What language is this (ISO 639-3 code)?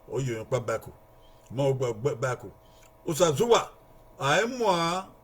bin